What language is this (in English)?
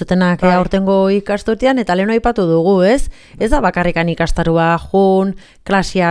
Basque